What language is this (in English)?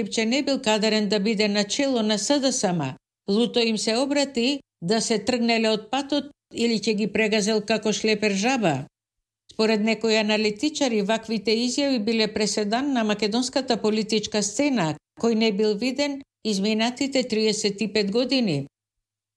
Macedonian